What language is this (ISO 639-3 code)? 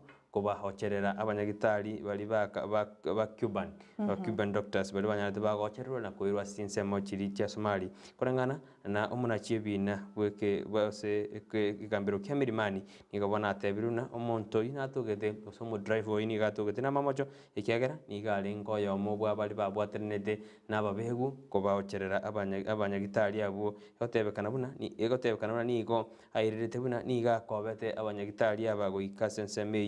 guz